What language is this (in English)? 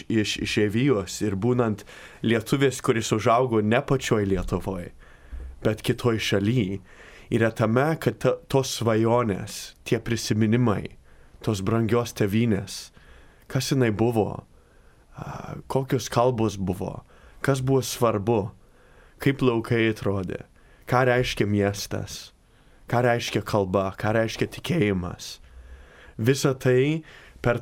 Lithuanian